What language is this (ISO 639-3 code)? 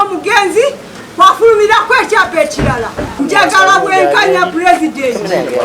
lug